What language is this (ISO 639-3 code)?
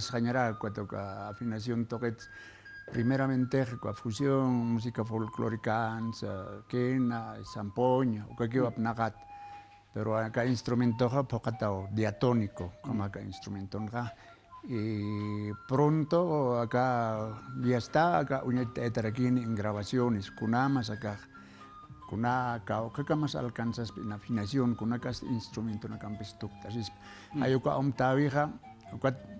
aym